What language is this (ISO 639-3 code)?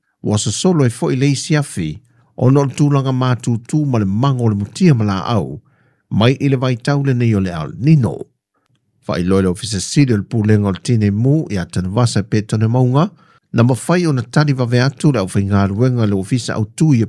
smo